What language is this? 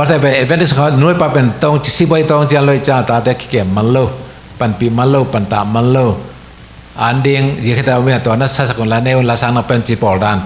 Tedim Chin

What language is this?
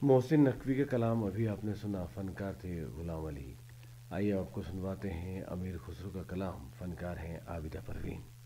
Urdu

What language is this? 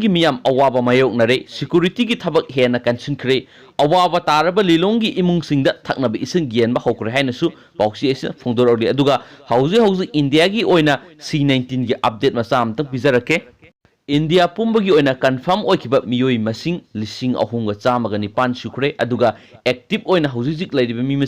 Manipuri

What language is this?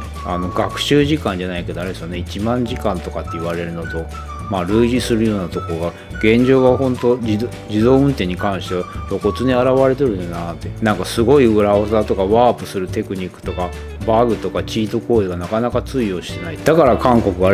Japanese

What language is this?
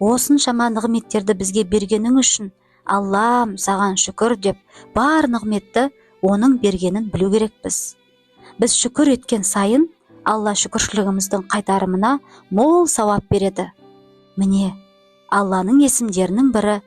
Kazakh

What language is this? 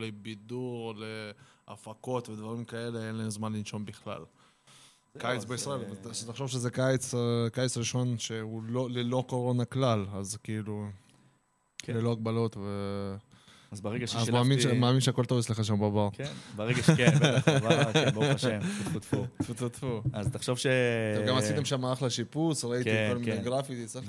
Hebrew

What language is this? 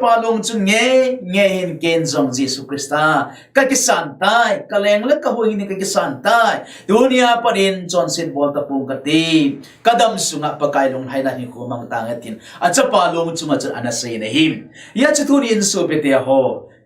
Thado Chin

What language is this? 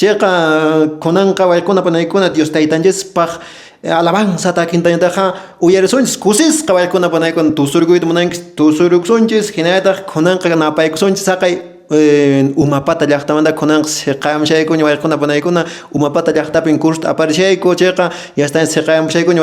Quechua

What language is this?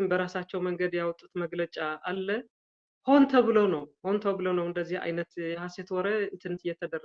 Amharic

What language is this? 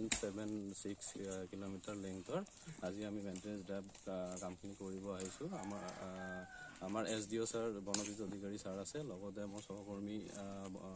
Assamese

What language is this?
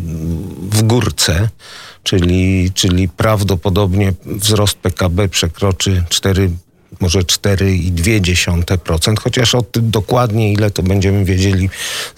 Polish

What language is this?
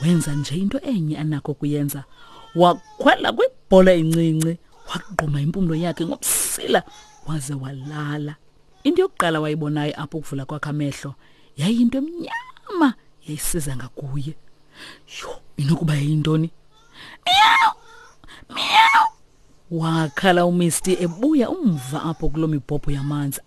Xhosa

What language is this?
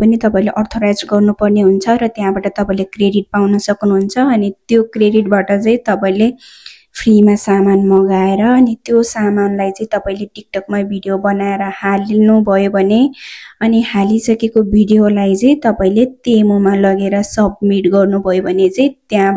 Nepali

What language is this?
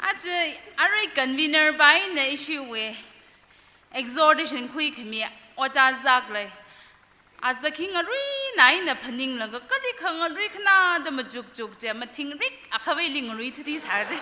Tangkhul Naga (India)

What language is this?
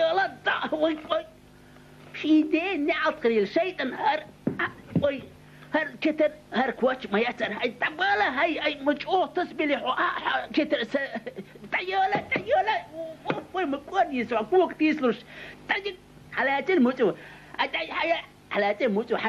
Chechen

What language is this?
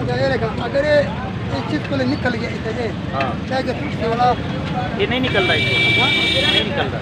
Saraiki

